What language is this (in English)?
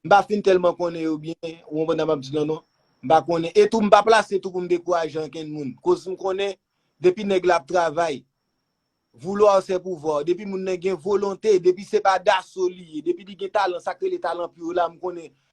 Haitian Creole